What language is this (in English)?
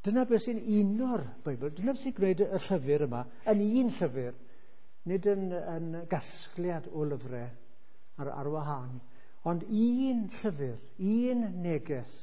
Welsh